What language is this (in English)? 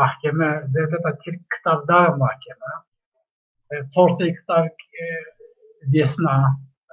Zaza